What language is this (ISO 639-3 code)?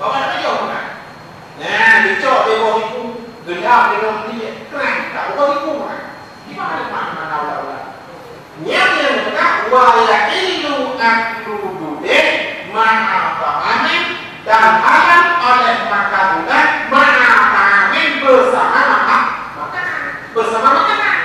ace